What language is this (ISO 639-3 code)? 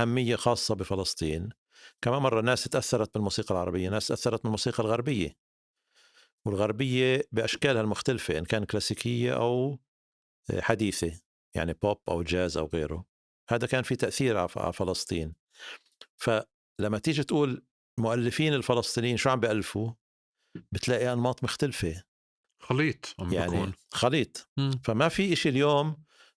apc